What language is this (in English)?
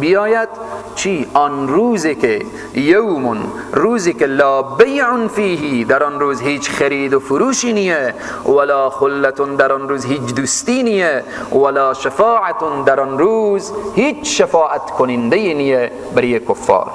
Persian